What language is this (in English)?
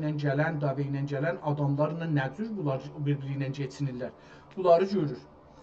South Azerbaijani